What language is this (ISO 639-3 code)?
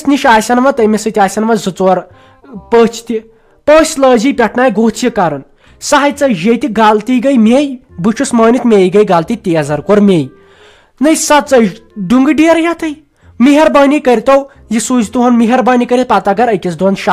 kas